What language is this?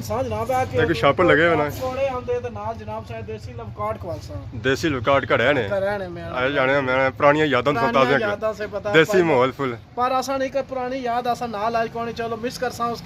Pahari-Potwari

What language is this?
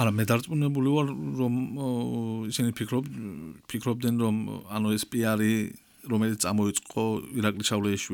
Georgian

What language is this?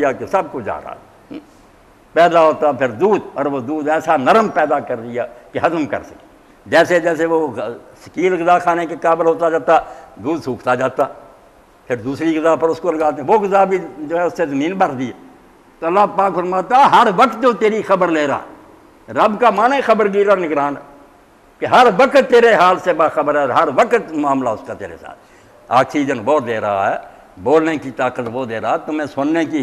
Urdu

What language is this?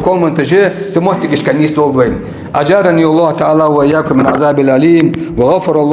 Ingush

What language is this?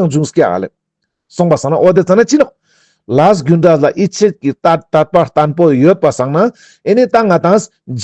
Ladakhi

